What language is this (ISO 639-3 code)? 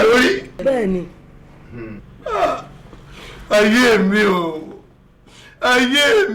yor